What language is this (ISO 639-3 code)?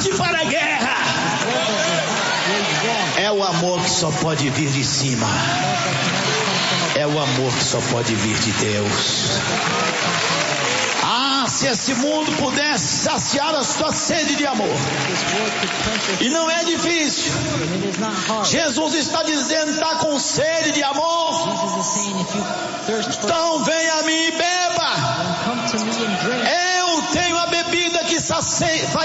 por